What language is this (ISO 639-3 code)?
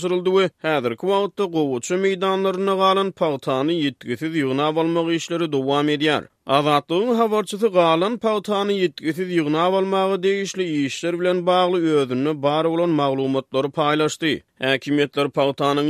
tuk